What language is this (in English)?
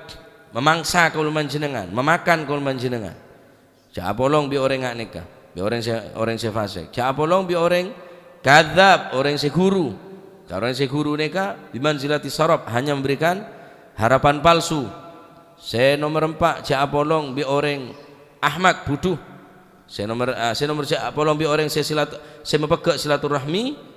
Madurese